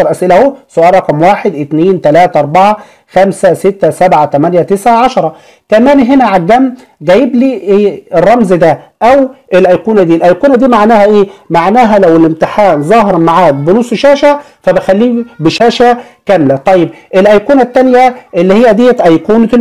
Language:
Egyptian Arabic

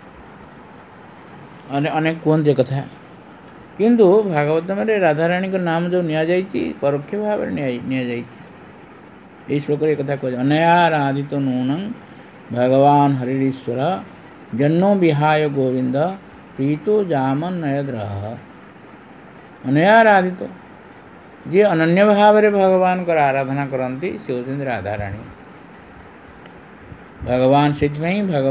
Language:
Odia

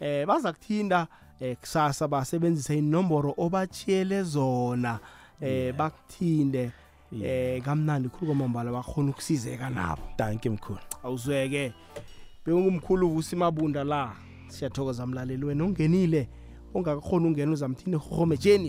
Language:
South Ndebele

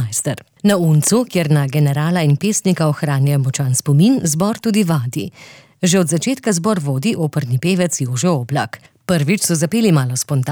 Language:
Slovenian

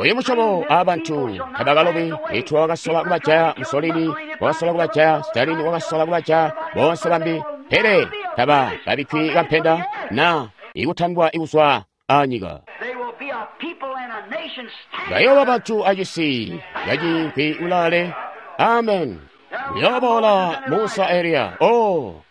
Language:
Tonga (Zambia)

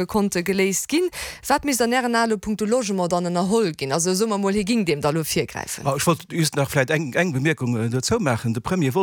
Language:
Luxembourgish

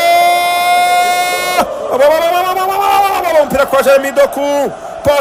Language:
Kinyarwanda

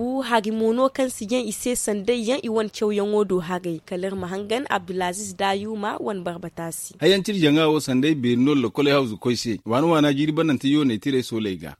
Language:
Zarma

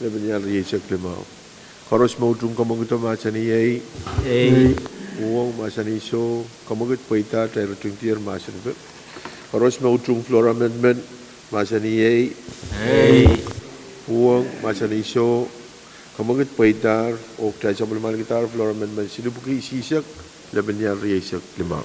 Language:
Pohnpeian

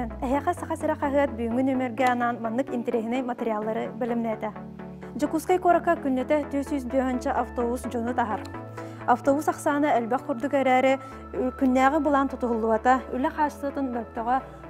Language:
Yakut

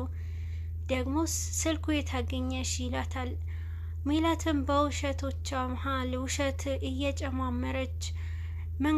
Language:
Amharic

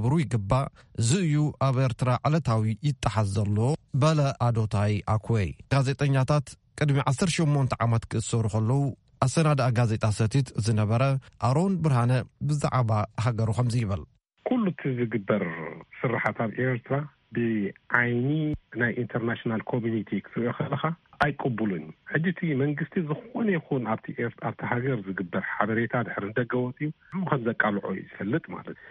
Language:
Tigrinya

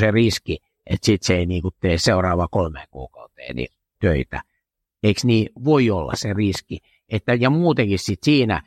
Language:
Finnish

